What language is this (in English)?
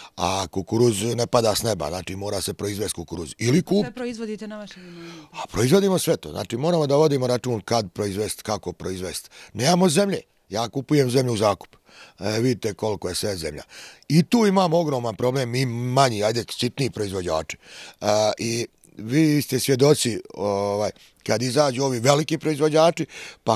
Bosnian